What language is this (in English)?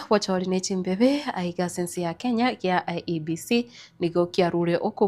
Gusii